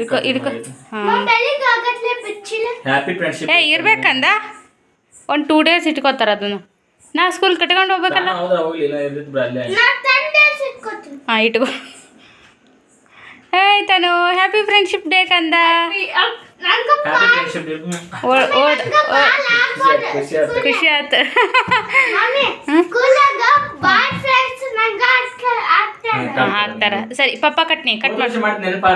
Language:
Kannada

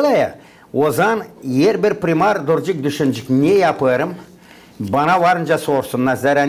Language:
Gagauz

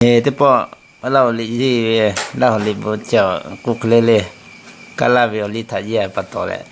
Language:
Lahu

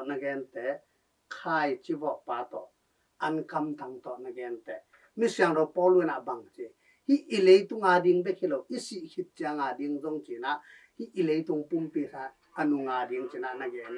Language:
Tedim Chin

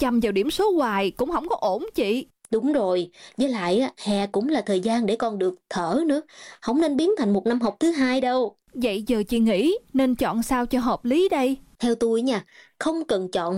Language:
Vietnamese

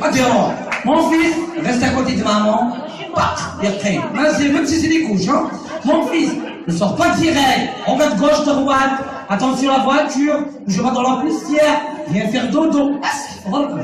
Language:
Kabyle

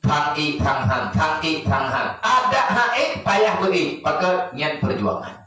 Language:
Achinese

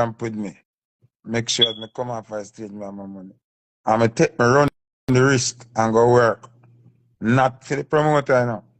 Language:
Jamaican Creole English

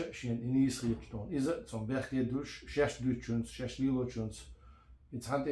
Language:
Chechen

